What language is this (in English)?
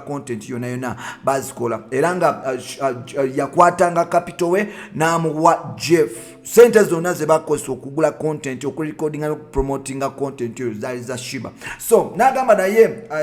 Ganda